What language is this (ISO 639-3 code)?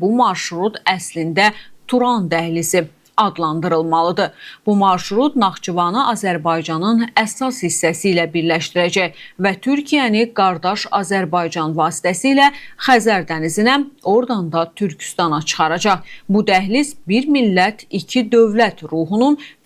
aze